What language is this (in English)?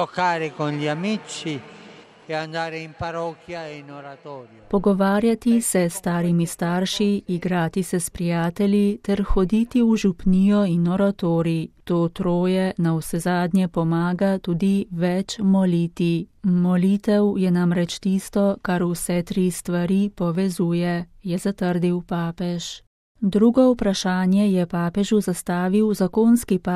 Slovenian